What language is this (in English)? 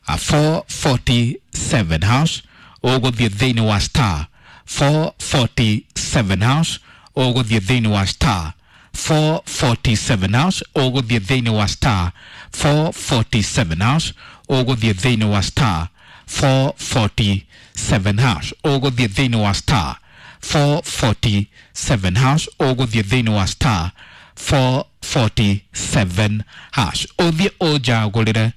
Kikuyu